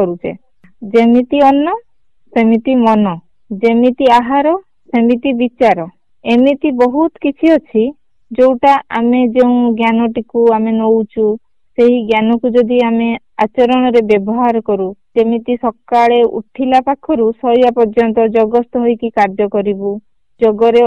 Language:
Odia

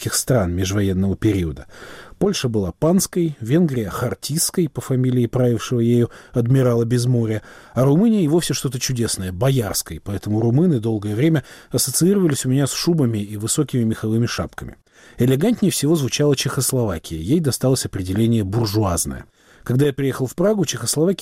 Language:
Russian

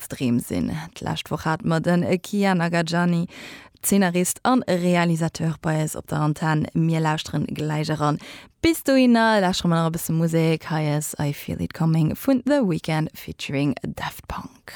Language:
Luxembourgish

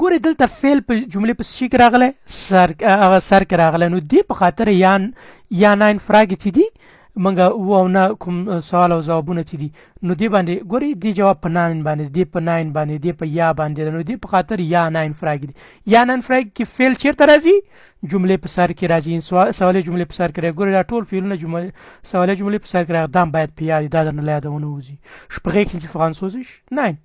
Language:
Pashto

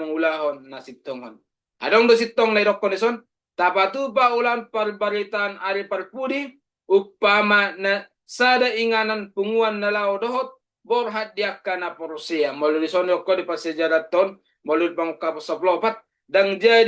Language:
Batak Toba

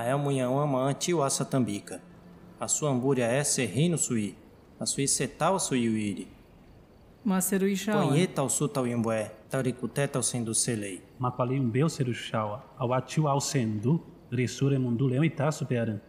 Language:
Nheengatu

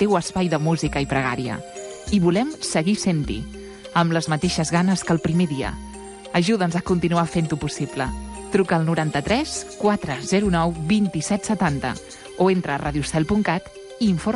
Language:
Catalan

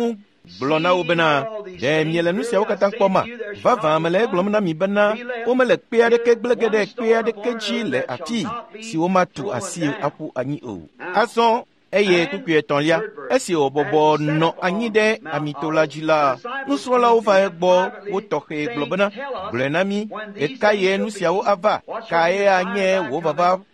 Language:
Ewe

